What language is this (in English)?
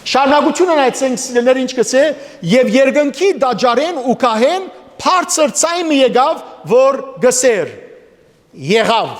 Western Armenian